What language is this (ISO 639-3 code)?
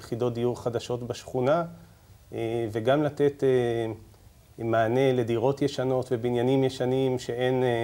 heb